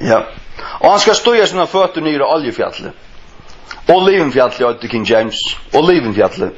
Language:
Faroese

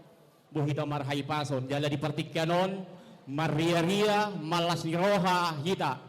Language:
Batak Toba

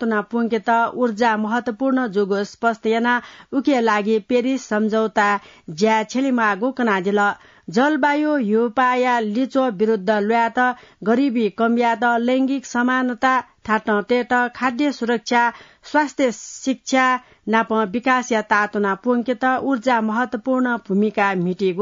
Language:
Newari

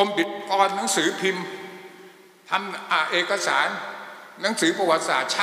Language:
Thai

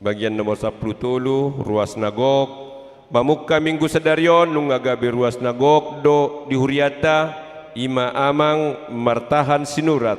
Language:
Batak Toba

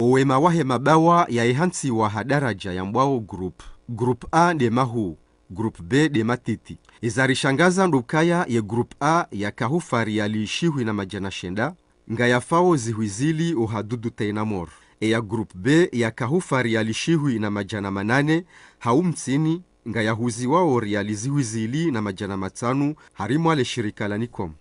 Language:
Ngazidja Comorian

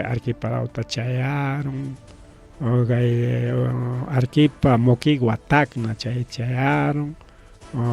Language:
Ayacucho Quechua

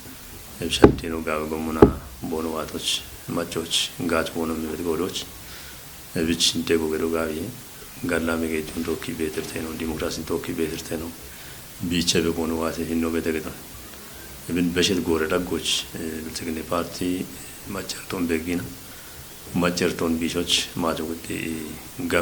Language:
Kafa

